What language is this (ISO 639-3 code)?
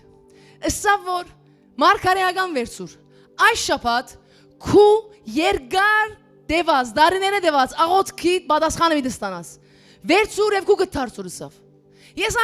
hyw